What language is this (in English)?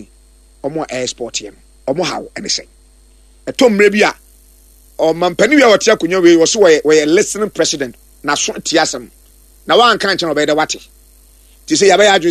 Akan